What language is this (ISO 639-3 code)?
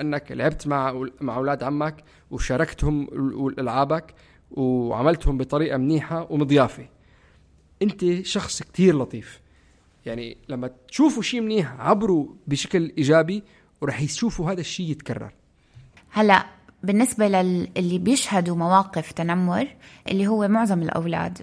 apc